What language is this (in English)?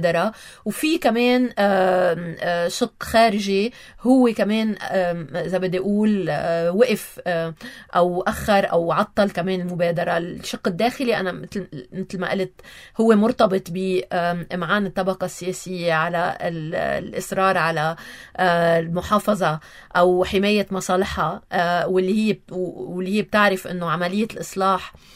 North Levantine Arabic